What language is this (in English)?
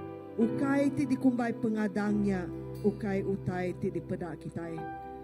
Iban